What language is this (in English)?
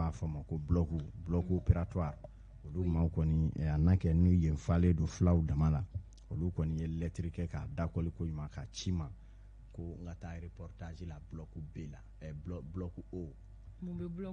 Bambara